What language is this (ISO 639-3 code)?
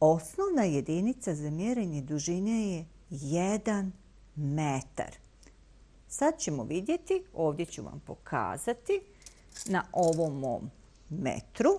bos